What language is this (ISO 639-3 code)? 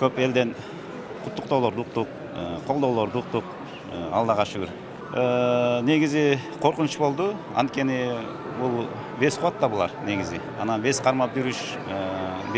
kir